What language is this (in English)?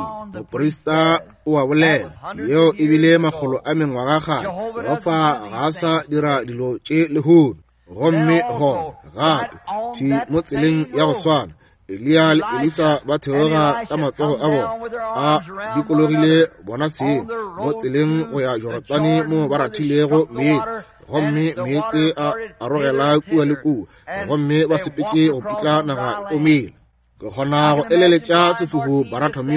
Northern Sotho